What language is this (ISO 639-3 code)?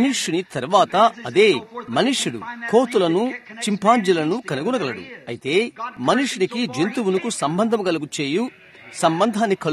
tel